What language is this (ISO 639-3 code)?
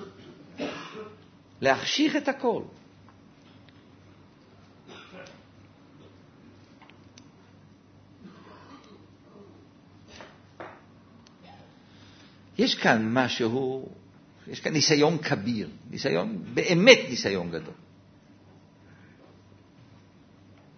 heb